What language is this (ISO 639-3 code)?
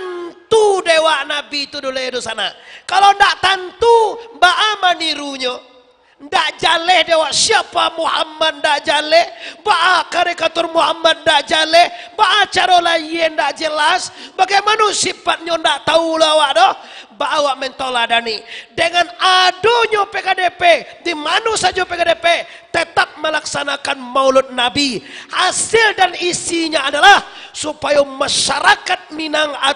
min